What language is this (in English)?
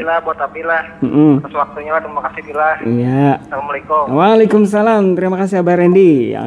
Banjar